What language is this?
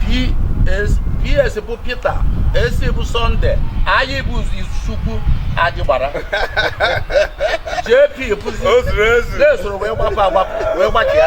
Igbo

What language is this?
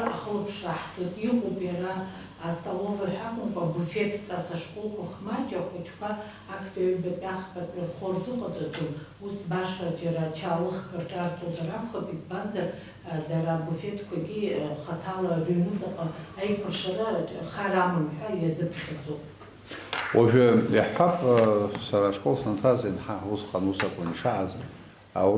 Abkhazian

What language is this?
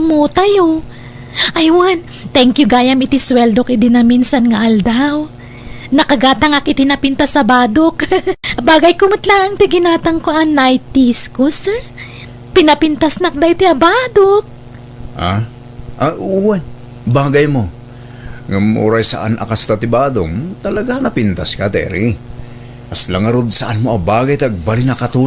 Iloko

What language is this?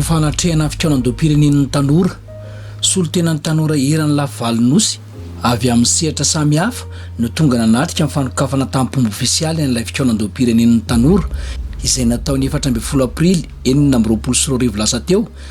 Malagasy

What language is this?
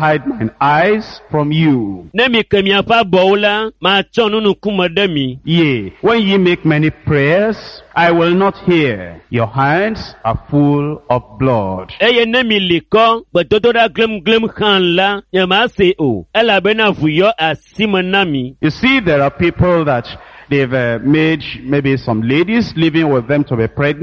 Ewe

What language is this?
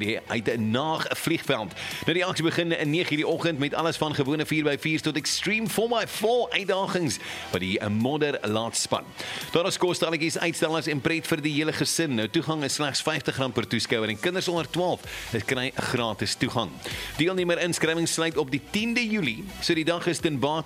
Afrikaans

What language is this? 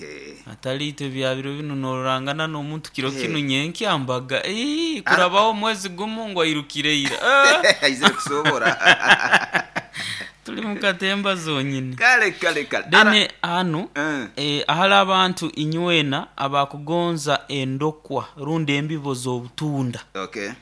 Nyoro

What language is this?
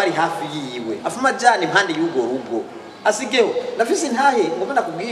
Rundi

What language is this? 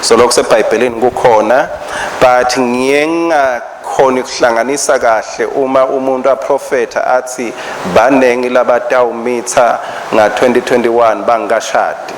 Swati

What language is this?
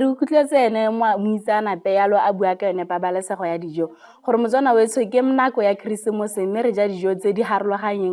Tswana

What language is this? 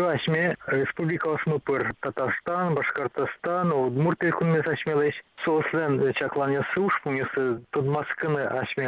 Udmurt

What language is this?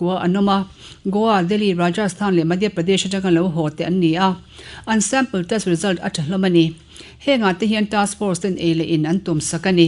Mizo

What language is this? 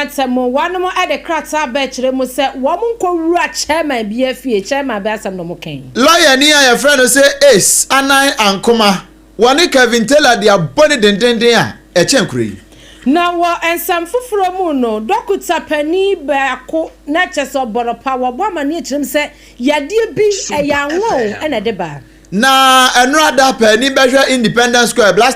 Akan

